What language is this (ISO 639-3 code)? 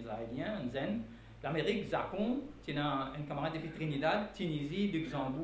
mfe